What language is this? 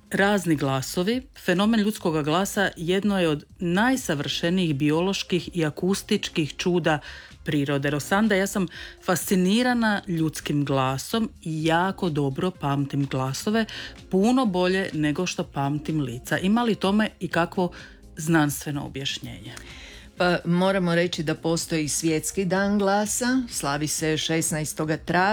Croatian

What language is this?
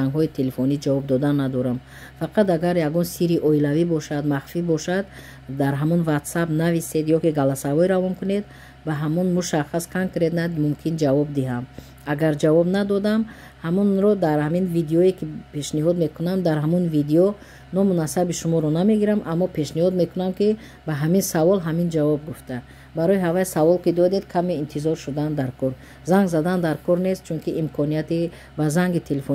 Tajik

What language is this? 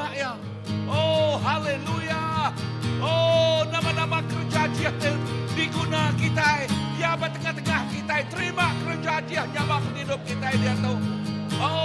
Iban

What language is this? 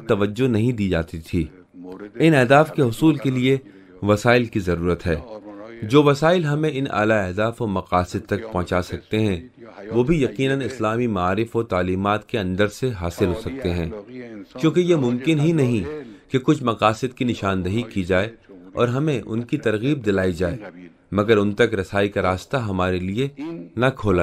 Urdu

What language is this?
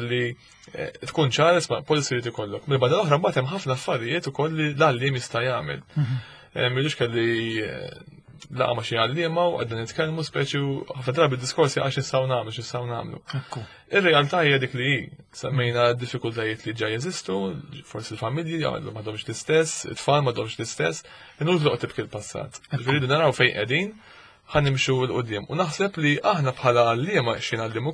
Maltese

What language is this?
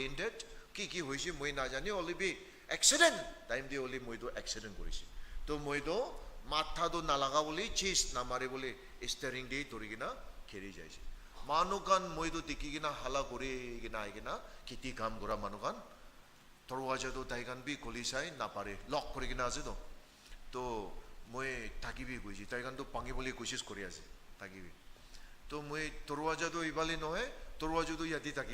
Naga Pidgin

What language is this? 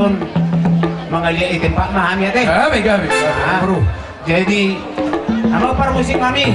Batak Toba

